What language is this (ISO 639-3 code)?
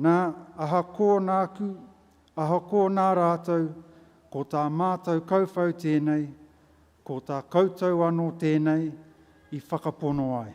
mri